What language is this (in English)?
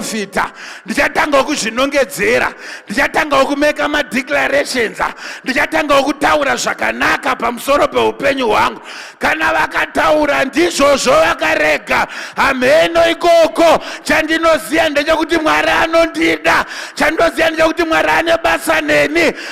Shona